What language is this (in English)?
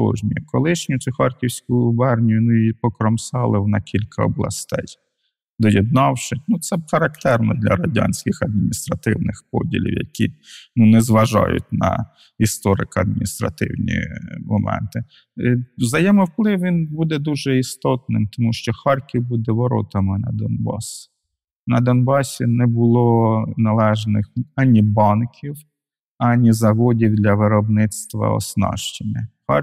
Ukrainian